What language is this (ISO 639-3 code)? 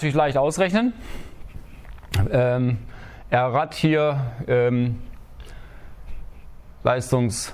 deu